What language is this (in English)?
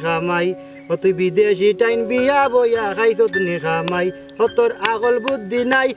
Sylheti